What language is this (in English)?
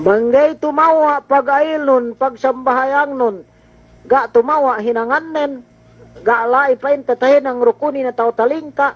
Yakan